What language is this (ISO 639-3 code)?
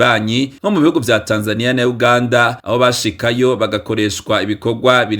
run